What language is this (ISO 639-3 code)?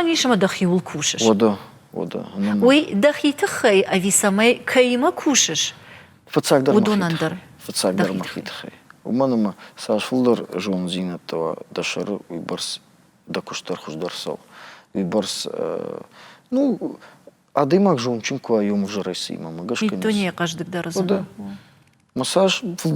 oss